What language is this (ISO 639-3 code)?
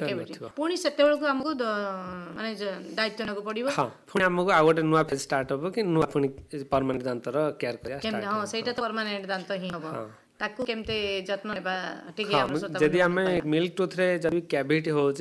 ori